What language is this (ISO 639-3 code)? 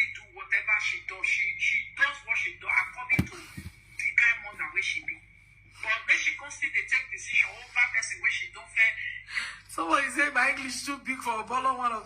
pcm